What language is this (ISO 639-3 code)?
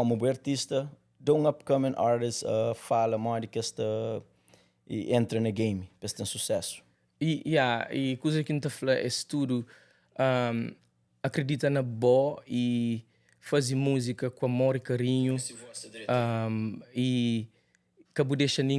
kea